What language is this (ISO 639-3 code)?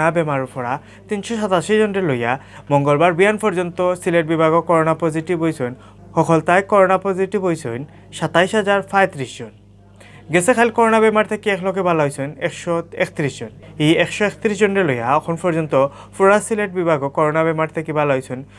syl